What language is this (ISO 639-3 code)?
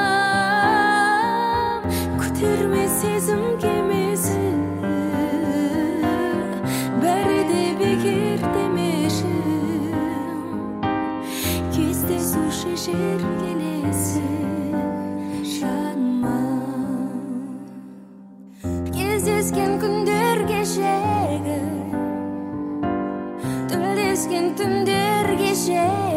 kaz